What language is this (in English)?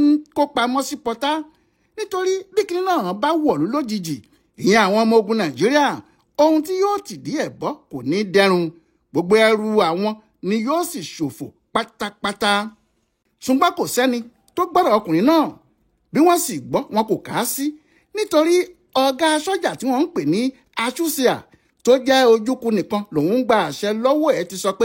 Yoruba